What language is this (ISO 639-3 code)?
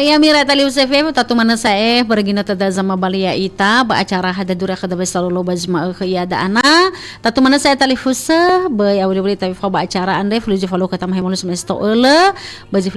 nia